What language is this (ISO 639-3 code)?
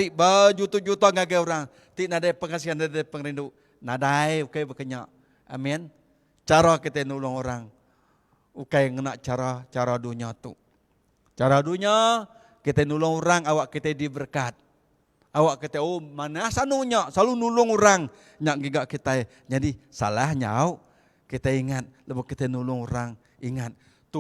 iba